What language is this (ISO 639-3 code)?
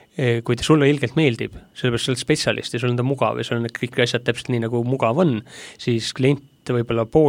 est